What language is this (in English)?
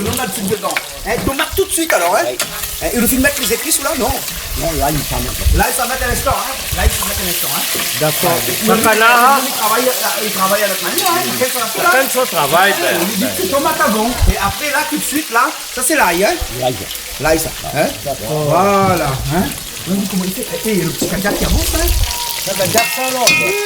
Réunion Creole French